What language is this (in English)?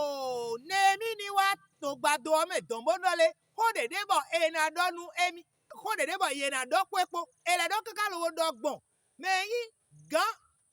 Fon